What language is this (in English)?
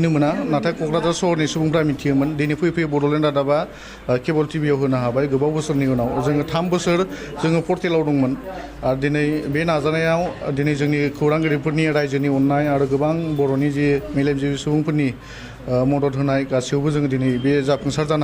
Bodo